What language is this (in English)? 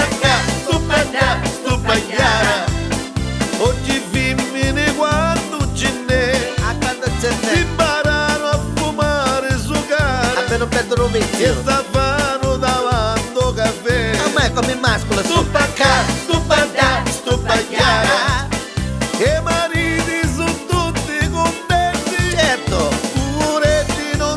Neapolitan